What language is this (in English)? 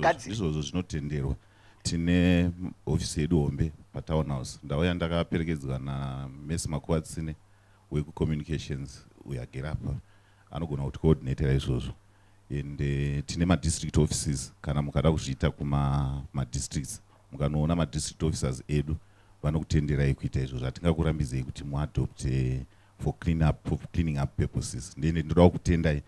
Shona